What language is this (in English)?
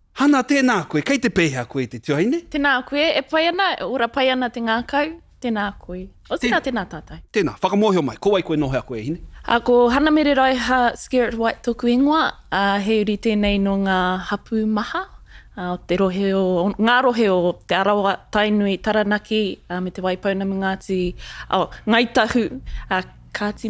Māori